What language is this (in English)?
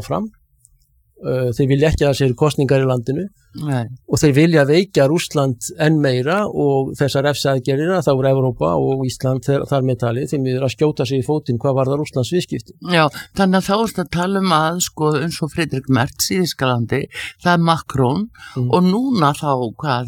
Icelandic